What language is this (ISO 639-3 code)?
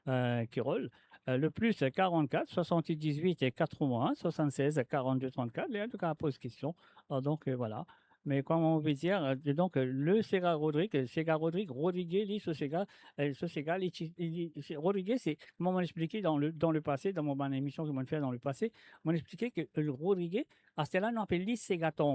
mfe